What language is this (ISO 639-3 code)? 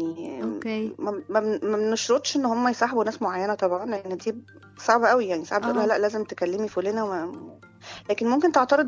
arz